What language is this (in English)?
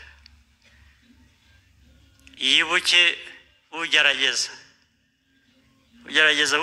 Kinyarwanda